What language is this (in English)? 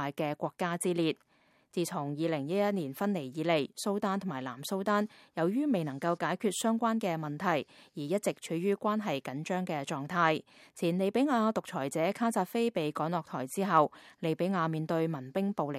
Cantonese